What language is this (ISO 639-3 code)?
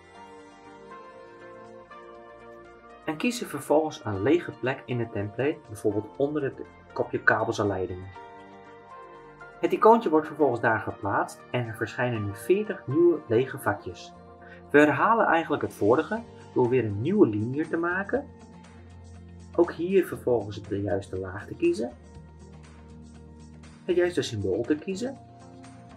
nld